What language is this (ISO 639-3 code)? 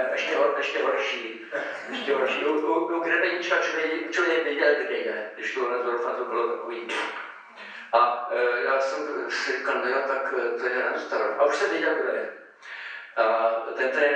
ces